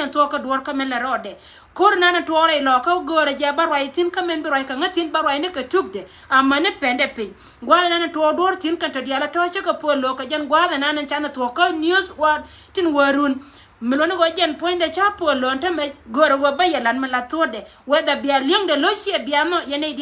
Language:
Nuer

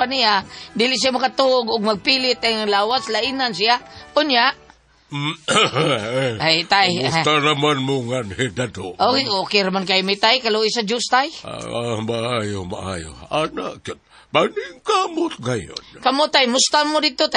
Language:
Cebuano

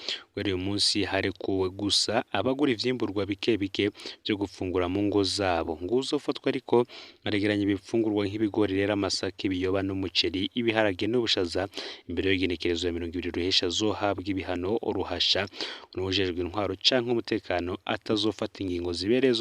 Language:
Rundi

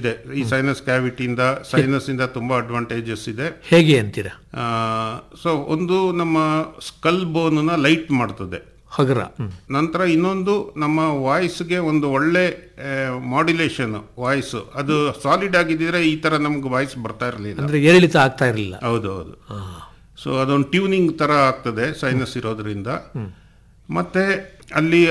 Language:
Kannada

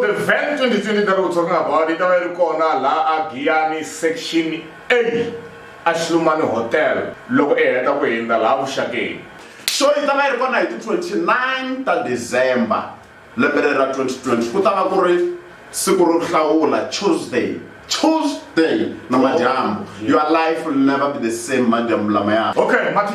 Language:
Tsonga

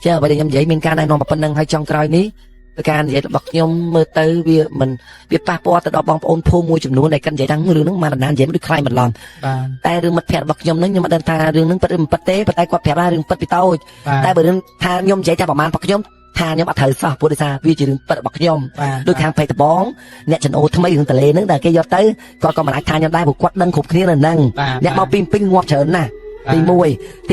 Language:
Khmer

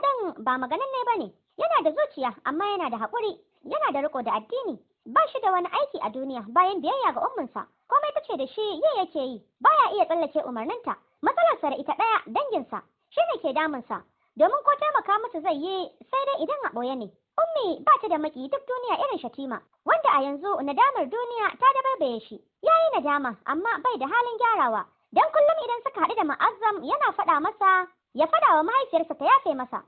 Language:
Hausa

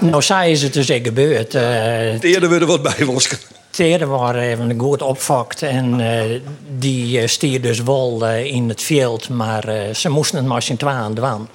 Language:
Western Frisian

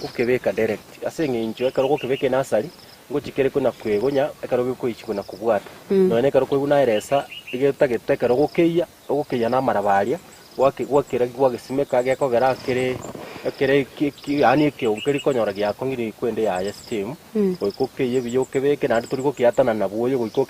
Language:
Gusii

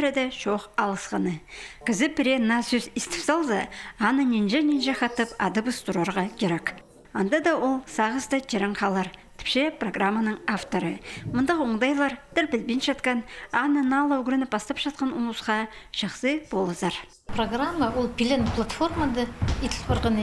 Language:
Khakas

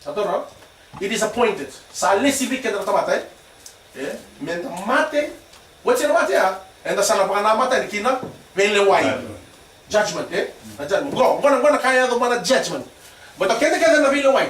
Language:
Fijian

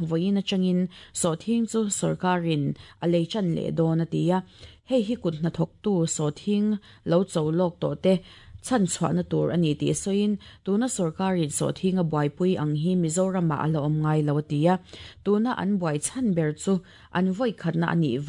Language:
Mizo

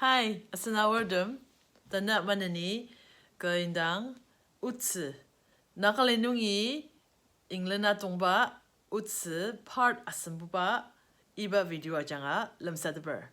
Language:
Ao Naga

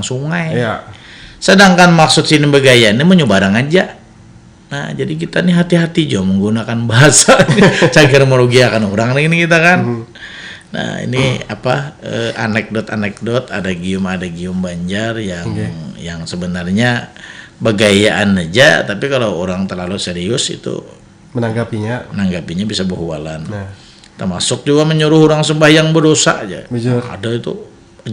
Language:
Banjar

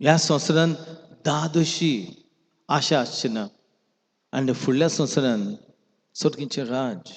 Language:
Konkani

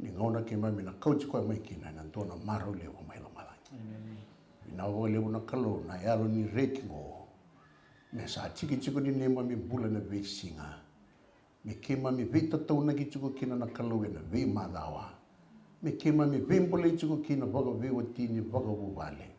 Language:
Fijian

